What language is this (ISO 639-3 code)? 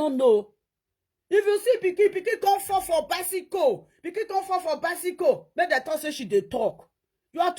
pcm